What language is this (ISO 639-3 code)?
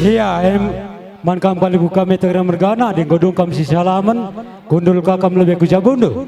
btx